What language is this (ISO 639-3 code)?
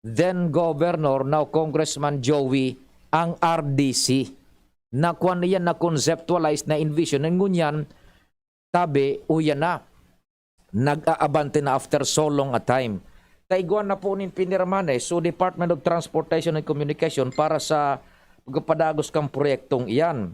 bik